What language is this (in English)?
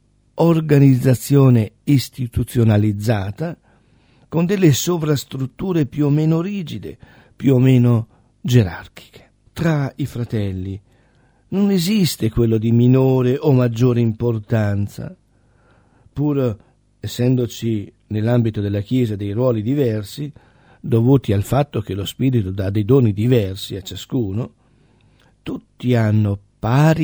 Italian